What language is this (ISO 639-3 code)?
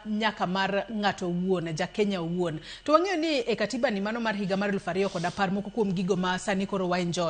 luo